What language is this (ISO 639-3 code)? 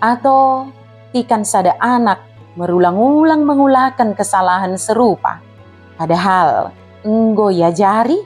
btd